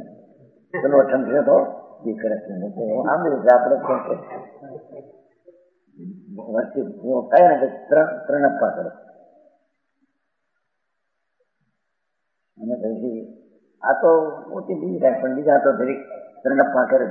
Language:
Gujarati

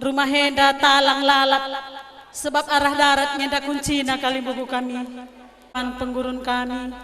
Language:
Batak Karo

